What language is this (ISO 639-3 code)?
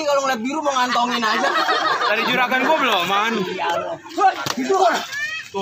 bew